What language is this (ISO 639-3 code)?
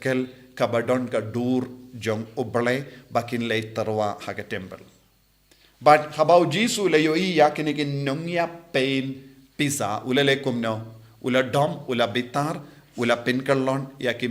kha